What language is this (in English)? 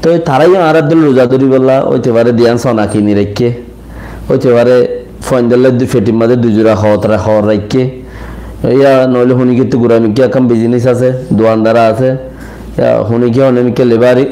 Rohingya